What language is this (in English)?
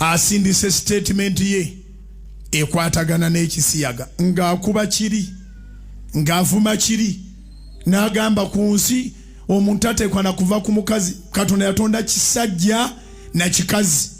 Ganda